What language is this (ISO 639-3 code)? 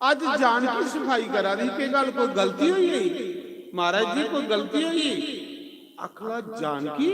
doi